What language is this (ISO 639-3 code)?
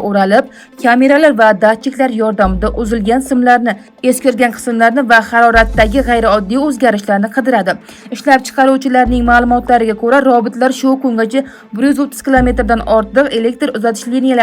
uzb